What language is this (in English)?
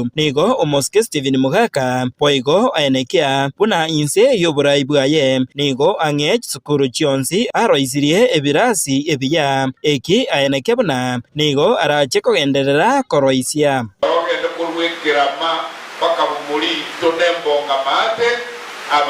Gusii